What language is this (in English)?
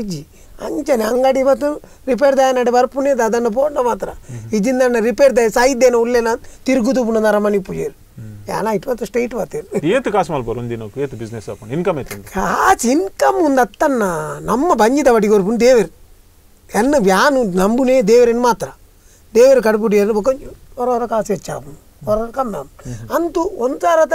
Tulu